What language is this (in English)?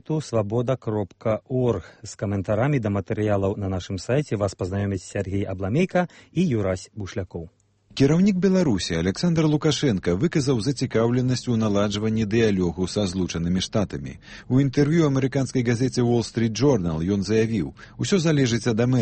Belarusian